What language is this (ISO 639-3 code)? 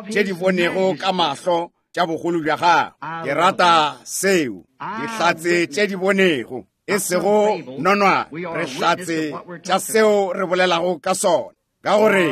nso